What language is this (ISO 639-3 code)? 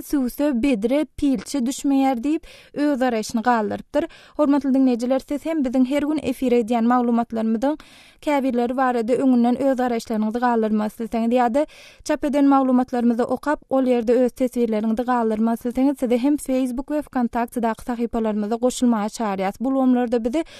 tuk